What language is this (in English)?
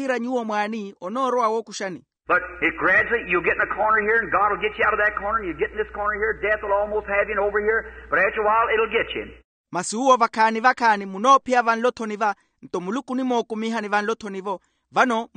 Makhuwa